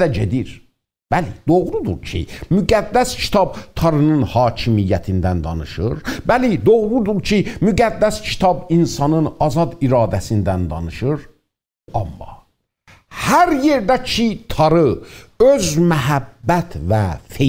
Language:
South Azerbaijani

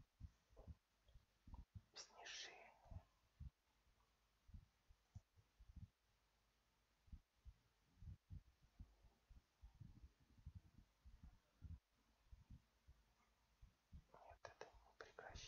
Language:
Russian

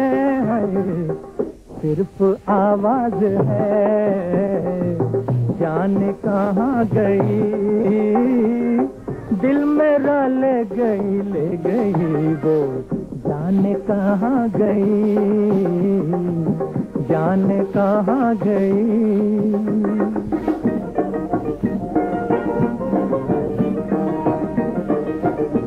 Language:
Hindi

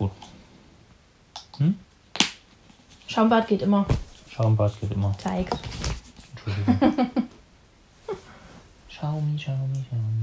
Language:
German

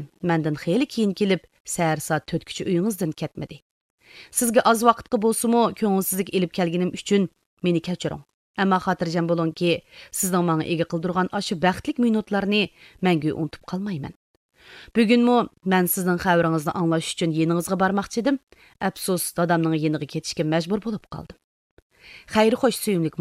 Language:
Uyghur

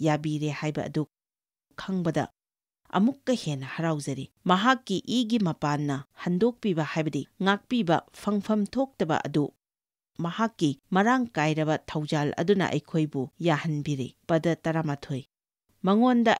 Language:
Manipuri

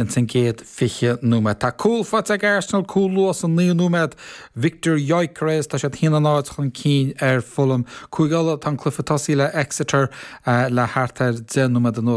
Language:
Irish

